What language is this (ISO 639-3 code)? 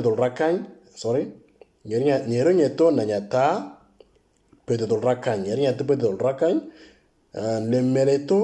mor